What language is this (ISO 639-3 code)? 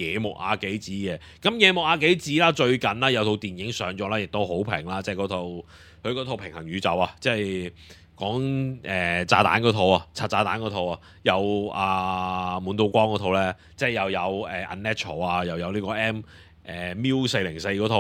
yue